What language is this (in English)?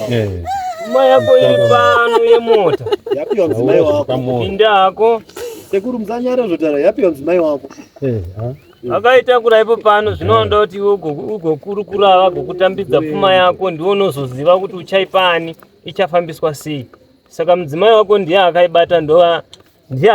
Shona